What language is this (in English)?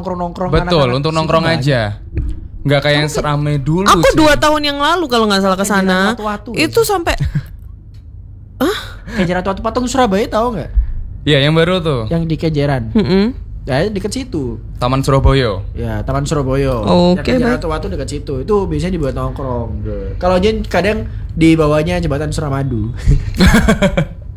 Indonesian